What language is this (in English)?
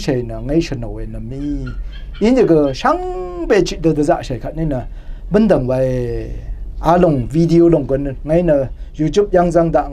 Rawang